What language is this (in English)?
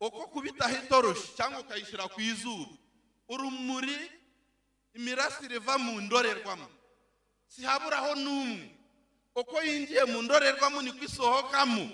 Kinyarwanda